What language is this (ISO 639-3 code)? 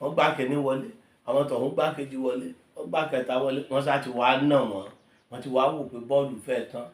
yor